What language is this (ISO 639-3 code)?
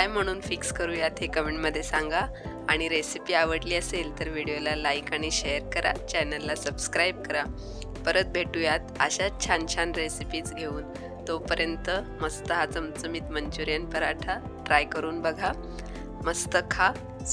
mar